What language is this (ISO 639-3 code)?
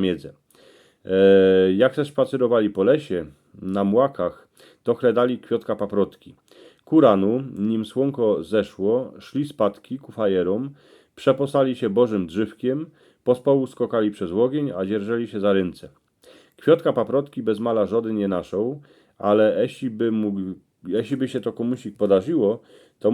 szl